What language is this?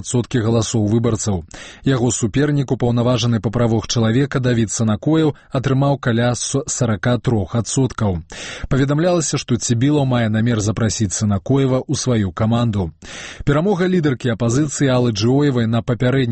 Belarusian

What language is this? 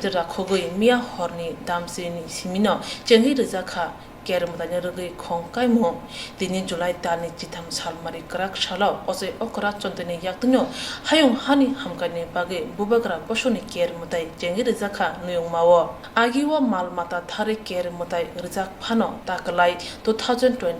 Kok Borok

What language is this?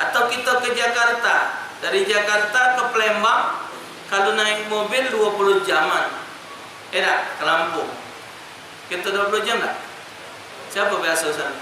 Musi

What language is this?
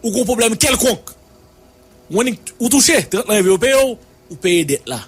Haitian Creole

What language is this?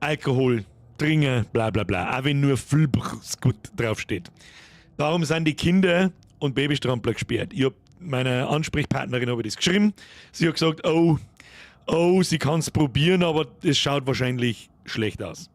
Bavarian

